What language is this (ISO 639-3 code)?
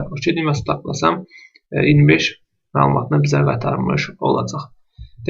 aze